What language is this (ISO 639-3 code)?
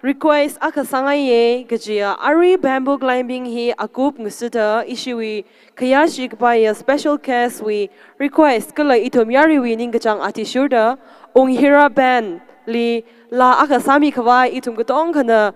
nmf